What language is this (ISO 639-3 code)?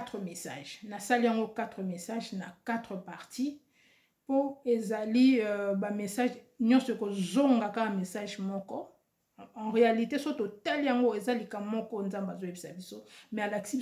lin